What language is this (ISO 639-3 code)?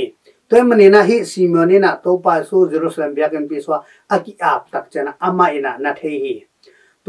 ctd